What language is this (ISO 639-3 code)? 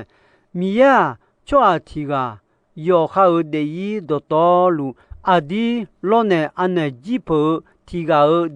ahk